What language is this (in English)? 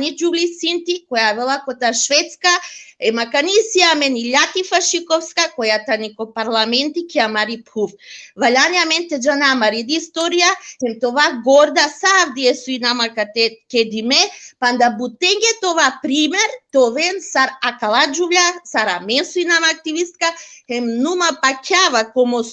Balkan Romani